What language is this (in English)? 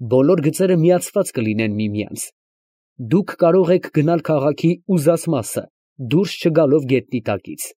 Armenian